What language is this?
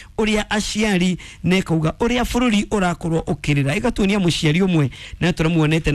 Kikuyu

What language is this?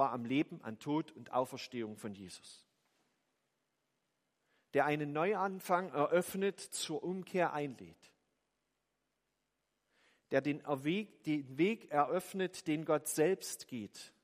German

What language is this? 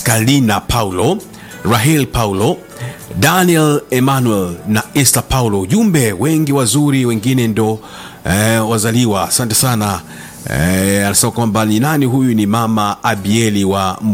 Swahili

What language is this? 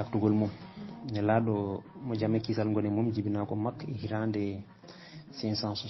Fula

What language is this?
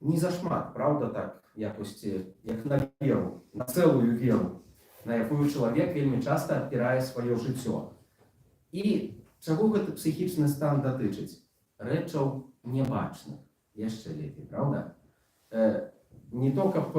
Belarusian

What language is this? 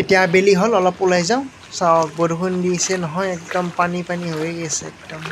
Assamese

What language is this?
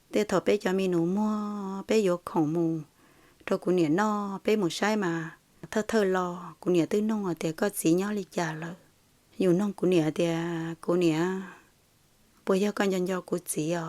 Hmong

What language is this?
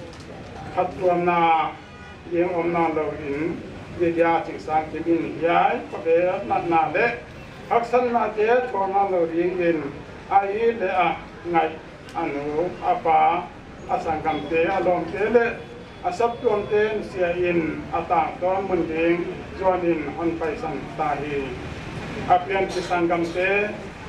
Paite Chin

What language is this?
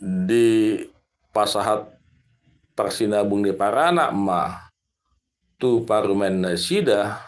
Batak Toba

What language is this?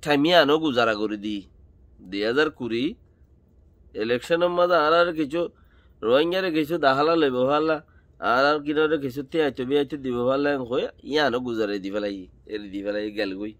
Rohingya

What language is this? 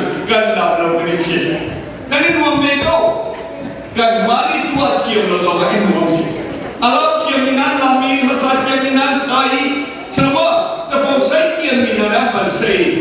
Hakha Chin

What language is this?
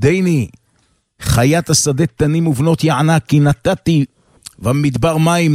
Hebrew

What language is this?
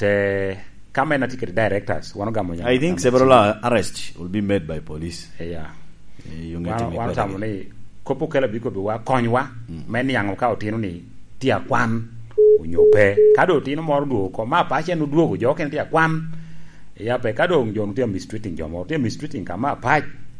Lango (Uganda)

